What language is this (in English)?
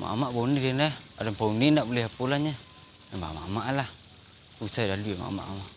Minangkabau